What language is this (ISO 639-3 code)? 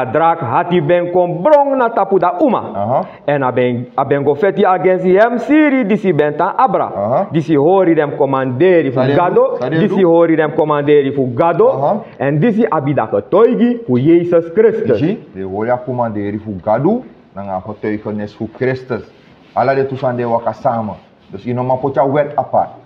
srn